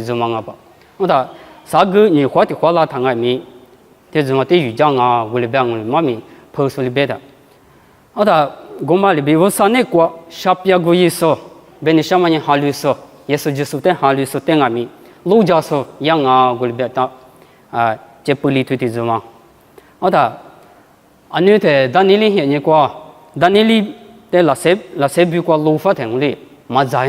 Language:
Lisu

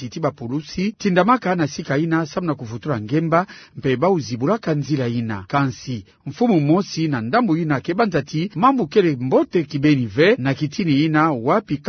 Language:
Kituba (Democratic Republic of Congo)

